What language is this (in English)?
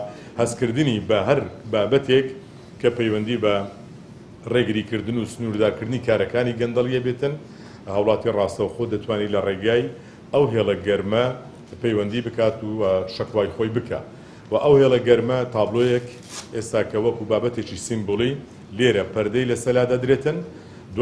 Central Kurdish